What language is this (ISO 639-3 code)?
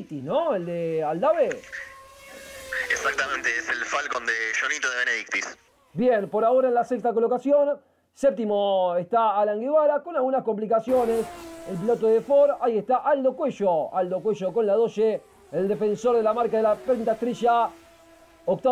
spa